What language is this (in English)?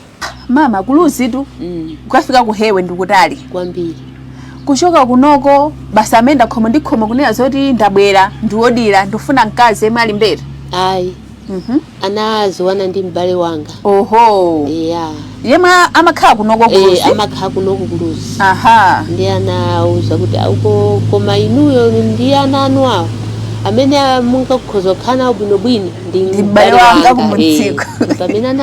Nyanja